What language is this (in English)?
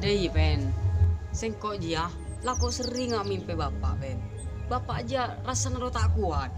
Madurese